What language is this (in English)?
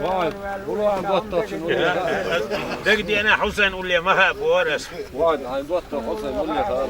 Chechen